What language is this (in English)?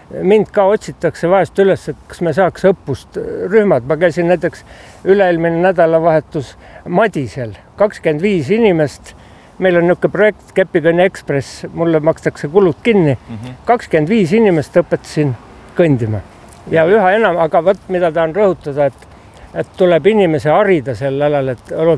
Estonian